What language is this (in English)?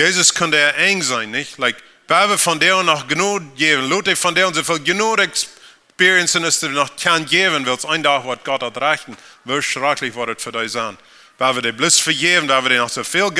Plautdietsch